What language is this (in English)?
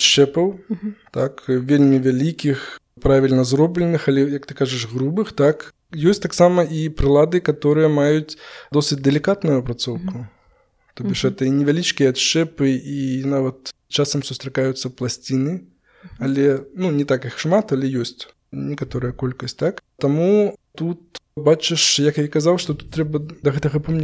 Belarusian